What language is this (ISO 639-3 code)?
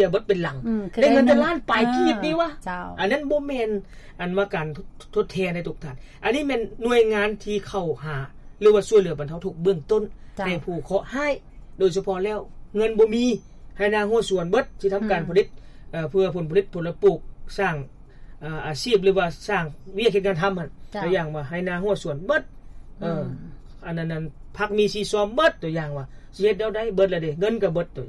lao